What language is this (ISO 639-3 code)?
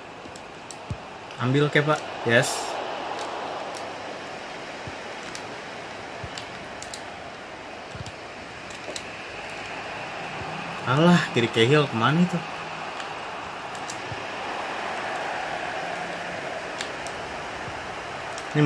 ind